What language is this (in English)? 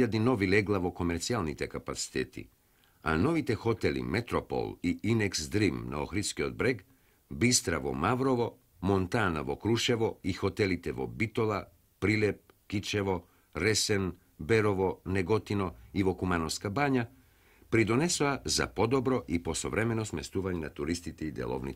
Macedonian